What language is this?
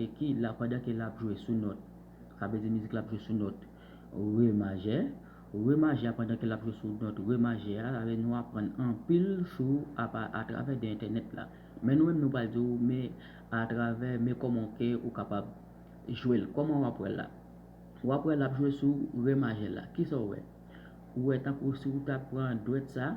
Haitian Creole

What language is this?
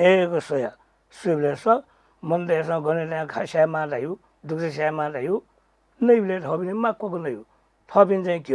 Newari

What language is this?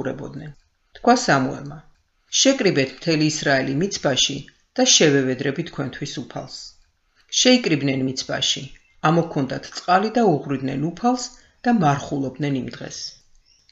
Georgian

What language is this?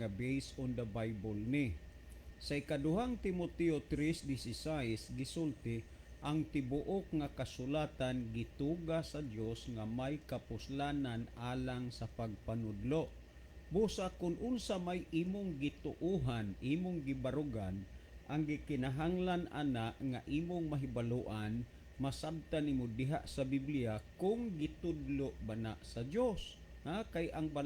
Cebuano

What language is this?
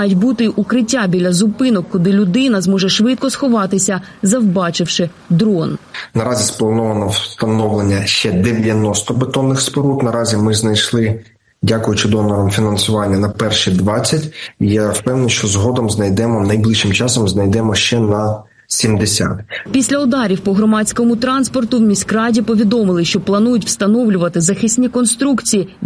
Ukrainian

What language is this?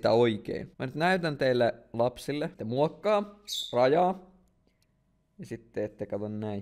Finnish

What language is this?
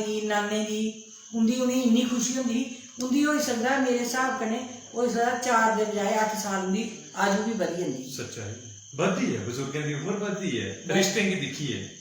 Dogri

